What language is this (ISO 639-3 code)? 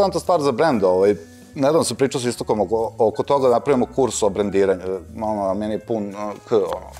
srp